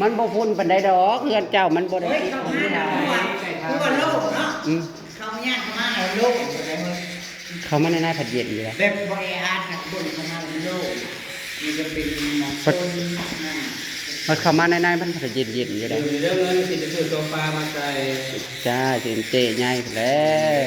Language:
Northeastern Thai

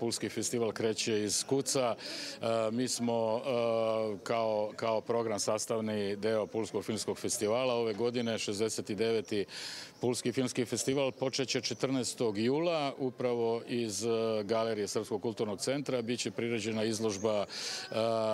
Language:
Serbian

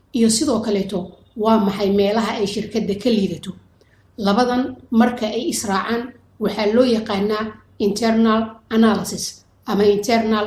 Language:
Somali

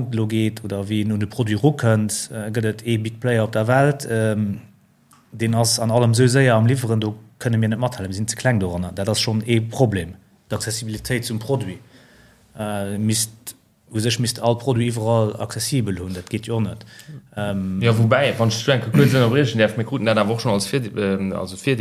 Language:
Luxembourgish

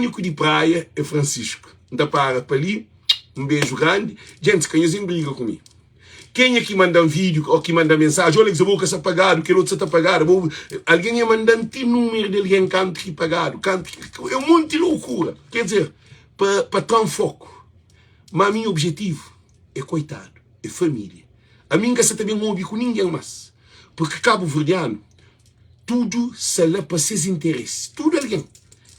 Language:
Kabuverdianu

